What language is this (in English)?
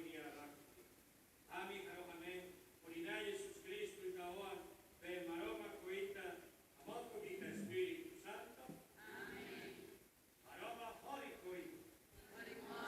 Tetum